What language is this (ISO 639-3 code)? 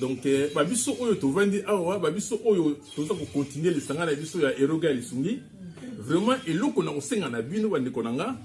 lin